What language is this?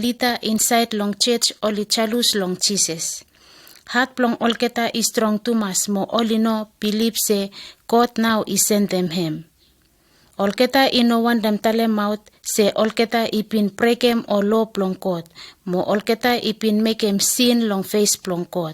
Bislama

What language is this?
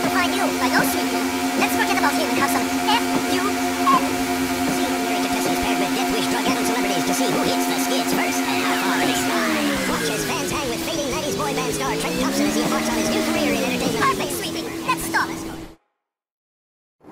English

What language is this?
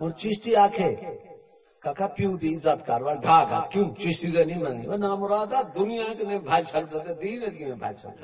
Saraiki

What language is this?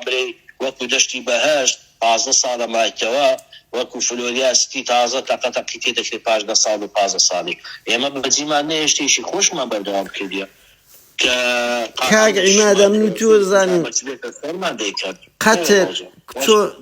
Central Kurdish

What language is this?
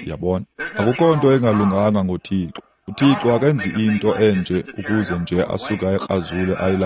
Xhosa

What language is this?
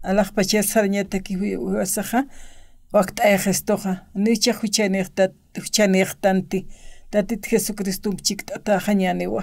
Aymara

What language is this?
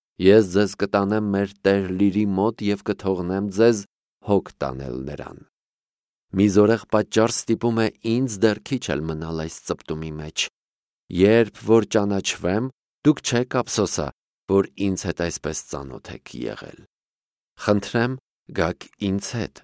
Armenian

